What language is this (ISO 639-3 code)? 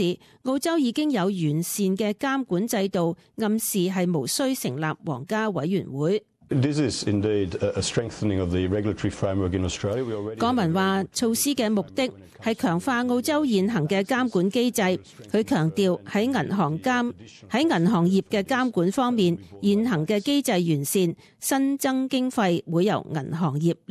yue